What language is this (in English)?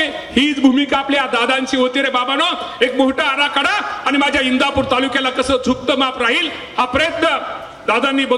Marathi